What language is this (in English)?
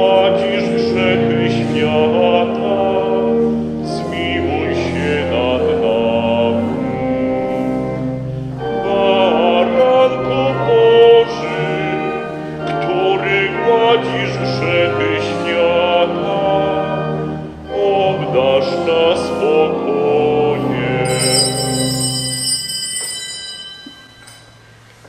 Polish